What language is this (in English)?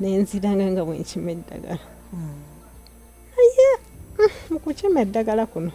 Ganda